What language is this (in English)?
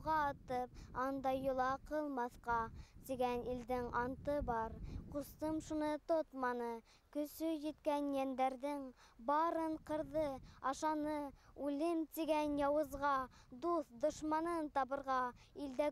Bashkir